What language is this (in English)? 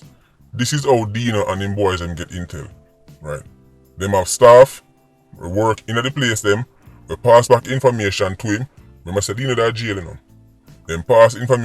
Jamaican Creole English